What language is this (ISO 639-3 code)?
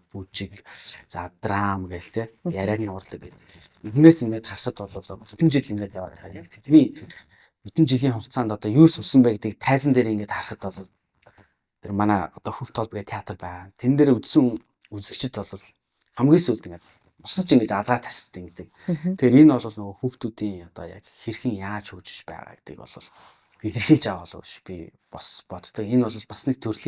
mon